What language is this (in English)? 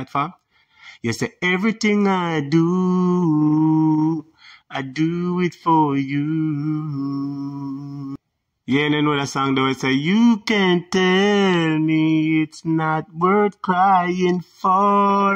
Jamaican Creole English